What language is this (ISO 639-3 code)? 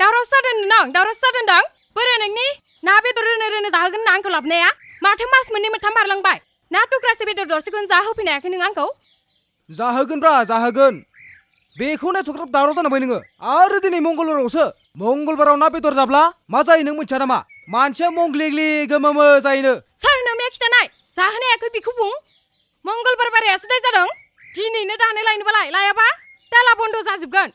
brx